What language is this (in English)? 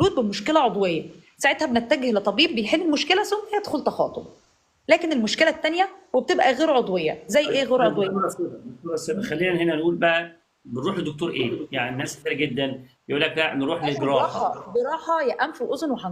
Egyptian Arabic